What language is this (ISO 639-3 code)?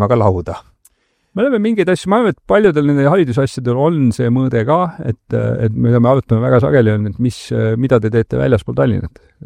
est